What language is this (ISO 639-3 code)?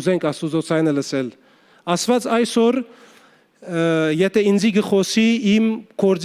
hyw